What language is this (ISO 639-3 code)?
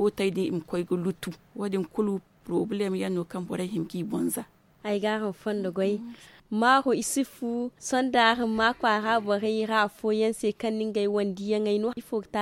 dje